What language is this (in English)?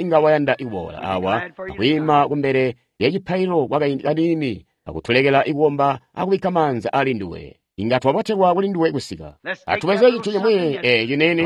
Tonga (Zambia)